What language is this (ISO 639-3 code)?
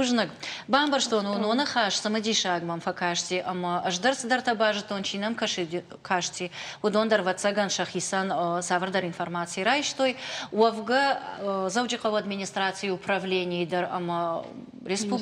oss